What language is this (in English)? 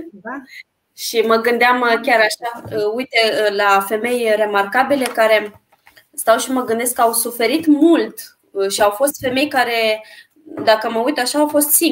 Romanian